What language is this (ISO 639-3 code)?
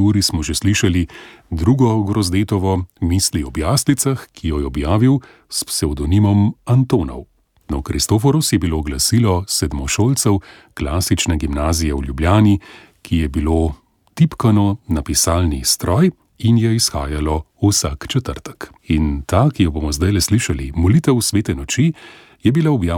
slv